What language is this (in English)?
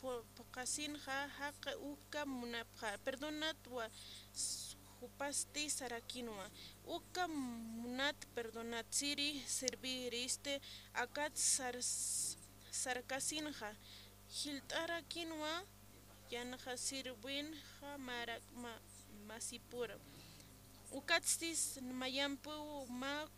Aymara